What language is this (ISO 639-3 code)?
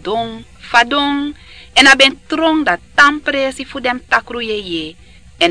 srn